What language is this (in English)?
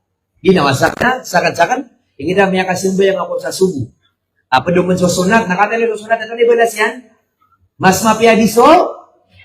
Maranao